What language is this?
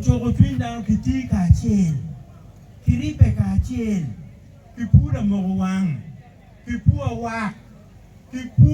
Acoli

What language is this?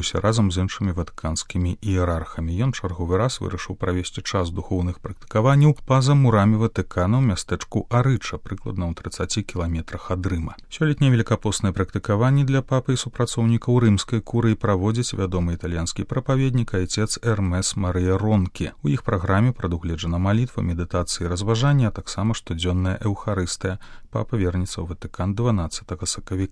Belarusian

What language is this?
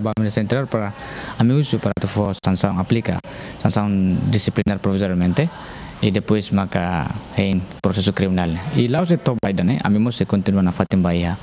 Tetum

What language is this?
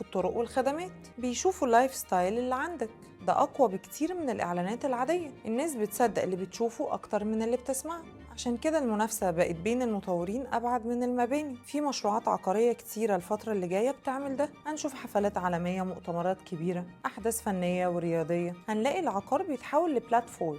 Egyptian Arabic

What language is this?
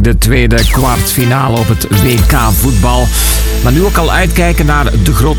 Dutch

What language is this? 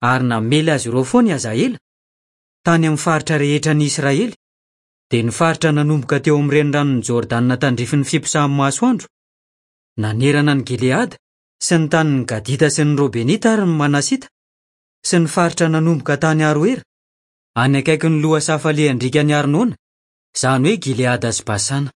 Malagasy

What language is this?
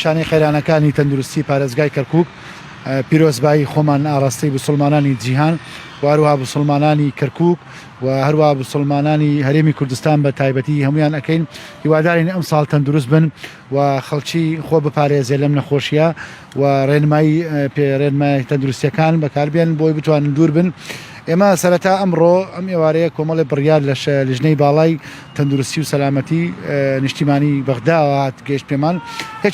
Central Kurdish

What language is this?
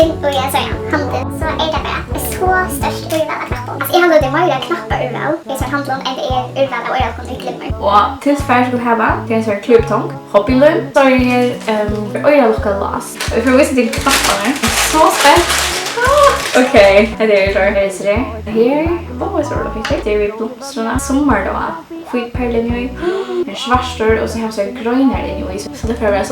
Faroese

